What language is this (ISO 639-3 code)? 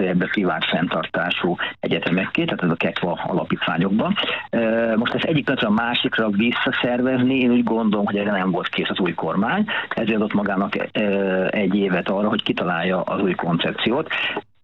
hun